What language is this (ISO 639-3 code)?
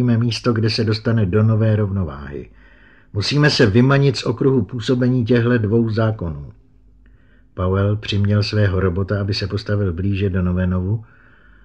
ces